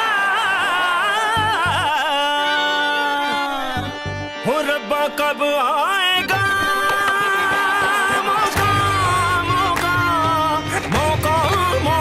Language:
Hindi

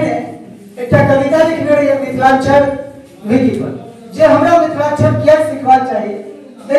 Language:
Maithili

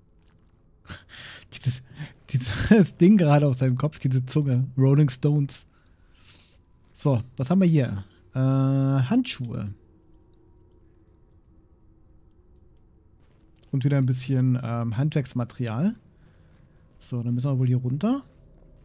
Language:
German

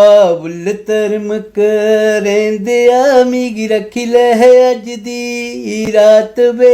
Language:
Dogri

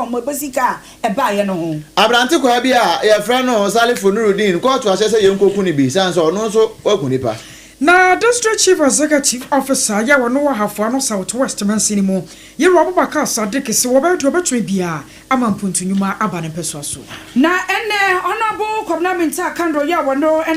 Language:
Akan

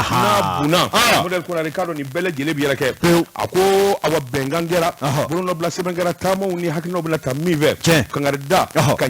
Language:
Bambara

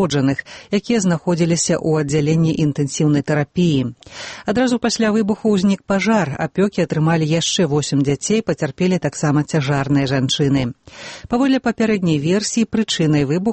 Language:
Belarusian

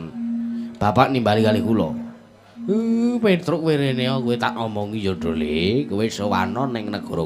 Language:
Javanese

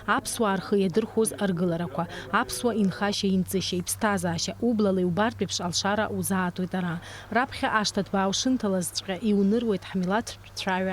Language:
Abkhazian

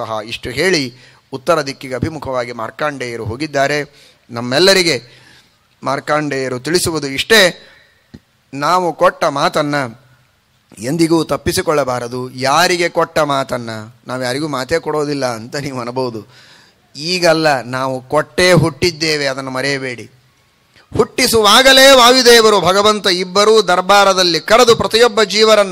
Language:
Kannada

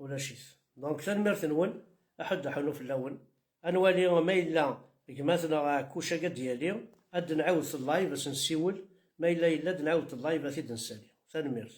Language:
Kabyle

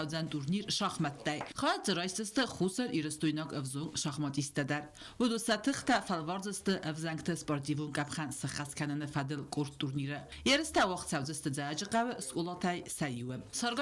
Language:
Ossetic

